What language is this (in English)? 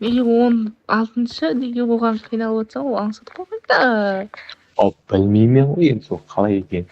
Kara-Kalpak